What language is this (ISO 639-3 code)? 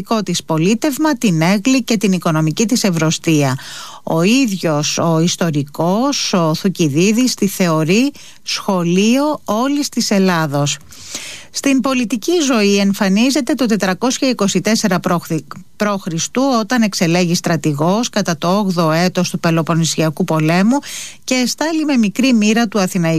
ell